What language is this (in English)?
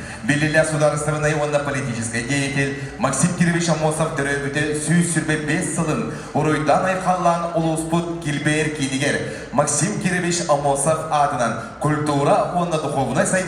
Yakut